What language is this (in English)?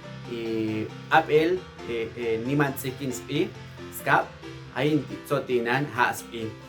Popti'